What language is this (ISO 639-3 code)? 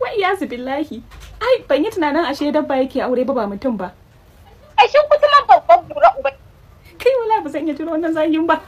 hau